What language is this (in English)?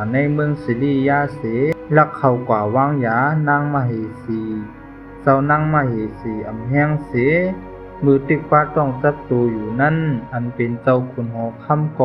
Shan